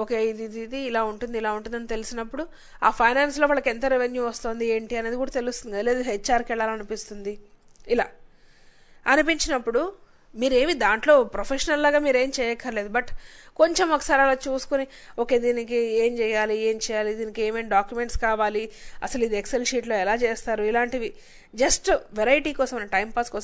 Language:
Telugu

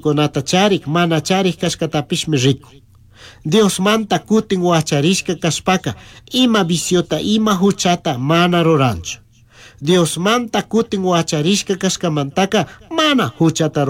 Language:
Chimborazo Highland Quichua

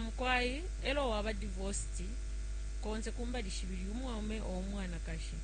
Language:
Bemba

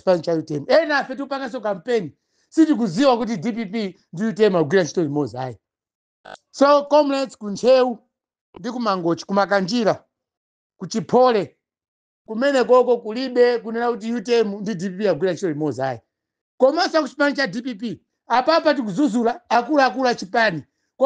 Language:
Nyanja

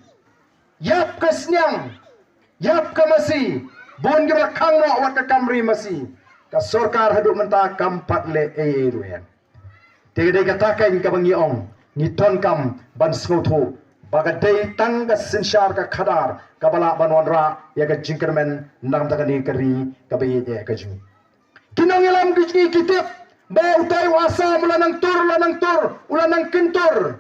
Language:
Khasi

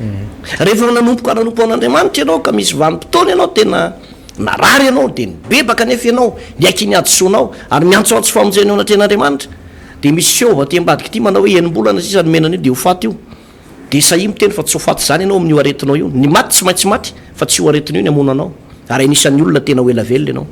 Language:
Malagasy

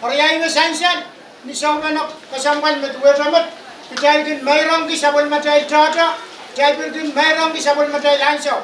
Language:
Pohnpeian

